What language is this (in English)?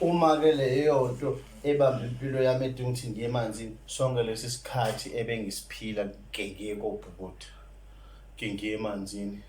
Zulu